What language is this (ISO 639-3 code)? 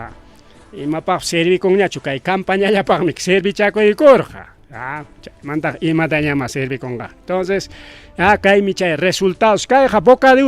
quy